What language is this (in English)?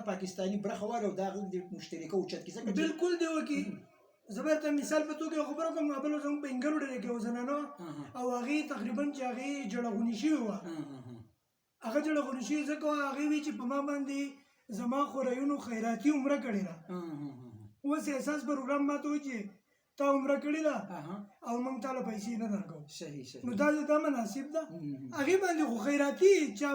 Pashto